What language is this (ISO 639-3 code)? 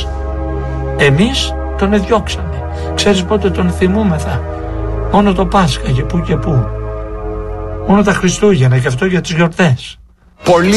ell